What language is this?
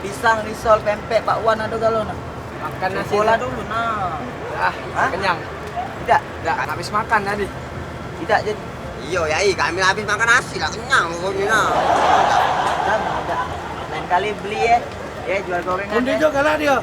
Musi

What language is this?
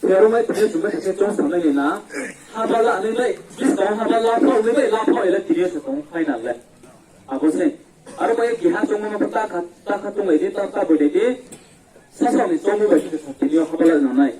Riang (India)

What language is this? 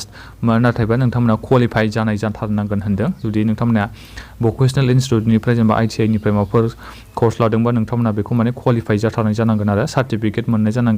Bodo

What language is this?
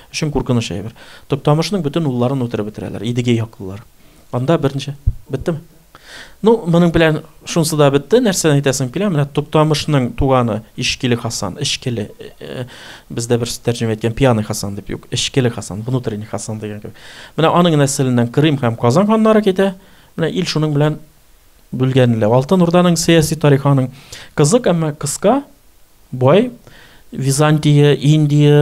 Tatar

